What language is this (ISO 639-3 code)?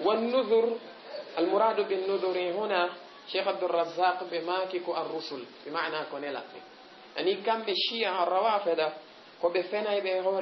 ful